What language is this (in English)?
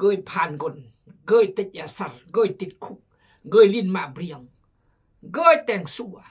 Khmu